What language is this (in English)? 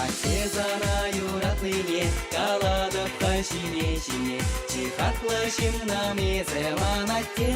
Chuvash